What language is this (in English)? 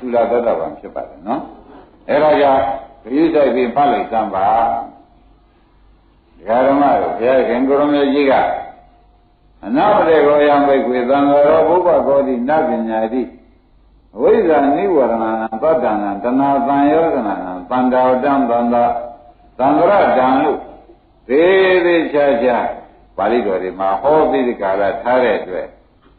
Burmese